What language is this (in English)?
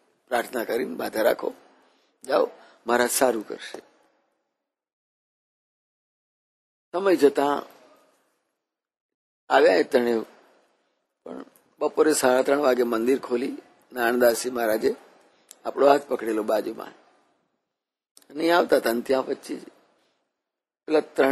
Gujarati